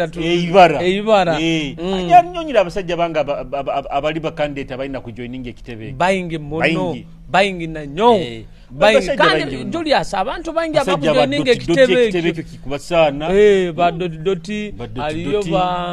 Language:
Nyoro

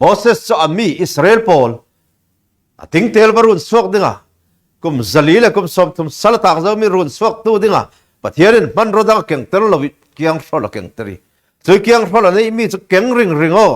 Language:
Falam Chin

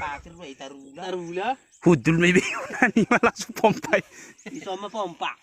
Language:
Batak Toba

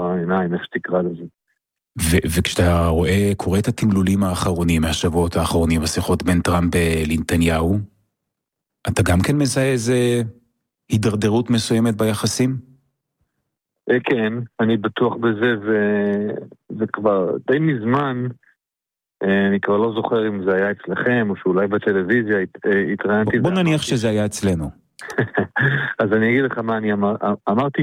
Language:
Hebrew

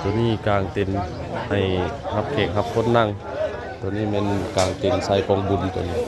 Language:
Northeastern Thai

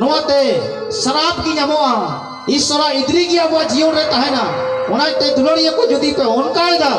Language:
Santali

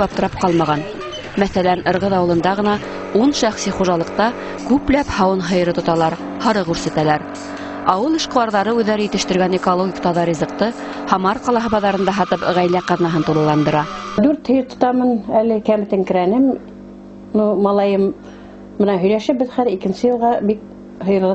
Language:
Bashkir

